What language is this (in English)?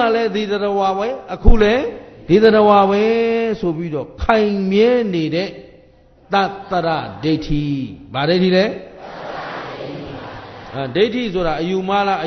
Burmese